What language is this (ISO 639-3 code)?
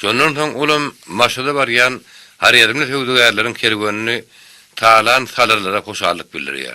tuk